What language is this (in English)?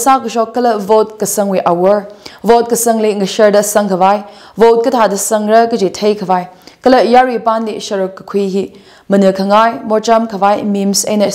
Tangkhul Naga (India)